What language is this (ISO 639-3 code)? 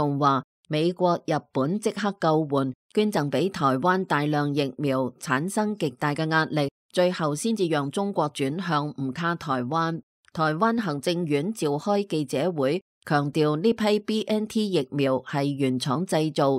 yue